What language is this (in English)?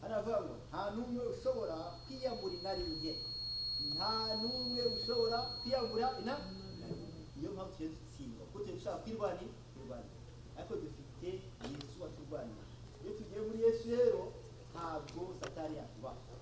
Kinyarwanda